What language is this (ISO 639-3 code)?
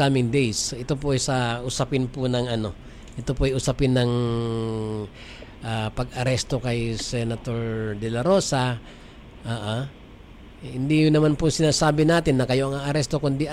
fil